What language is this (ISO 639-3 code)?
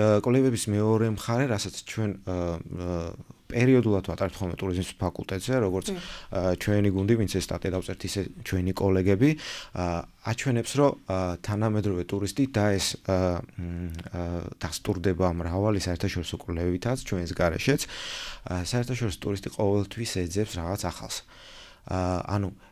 kat